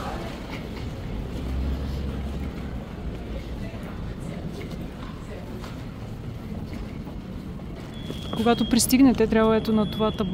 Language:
Bulgarian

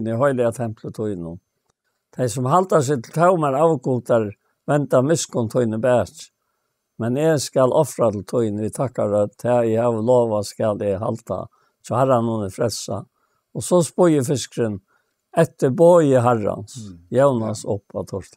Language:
Faroese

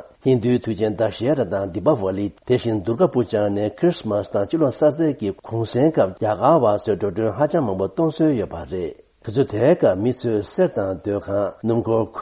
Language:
Tibetan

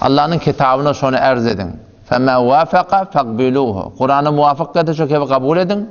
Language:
Turkmen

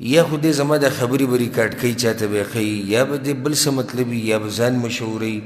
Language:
Pashto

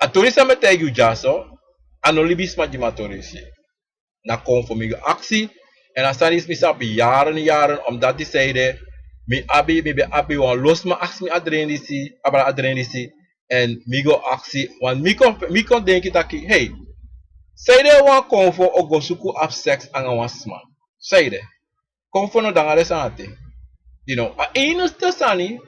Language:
Sranan Tongo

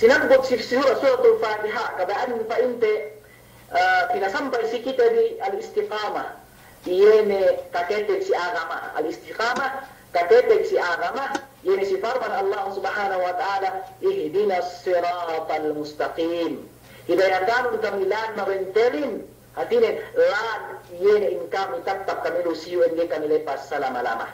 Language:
Yakan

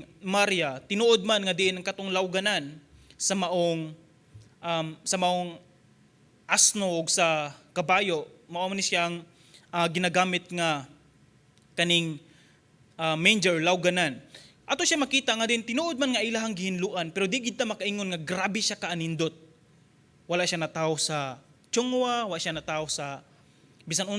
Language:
Cebuano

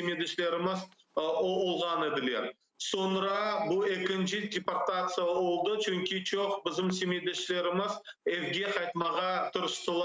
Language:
Crimean Tatar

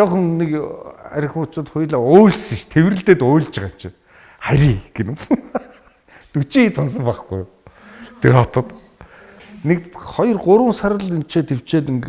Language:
Mongolian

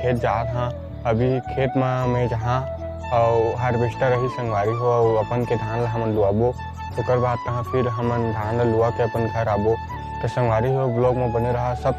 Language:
Chhattisgarhi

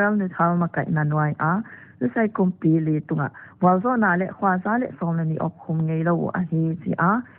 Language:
Paite Chin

